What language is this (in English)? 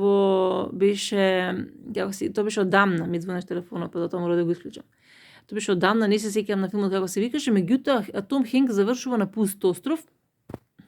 Macedonian